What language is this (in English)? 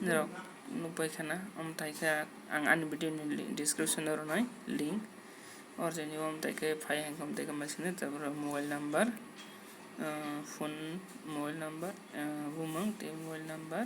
Kok Borok